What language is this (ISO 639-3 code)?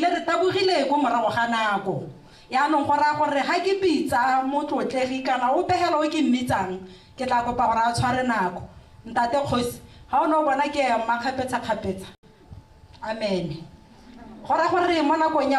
tsn